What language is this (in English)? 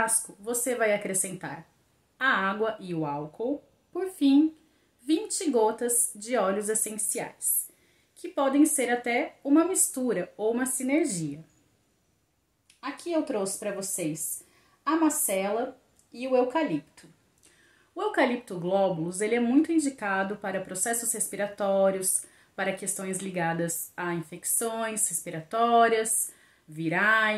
Portuguese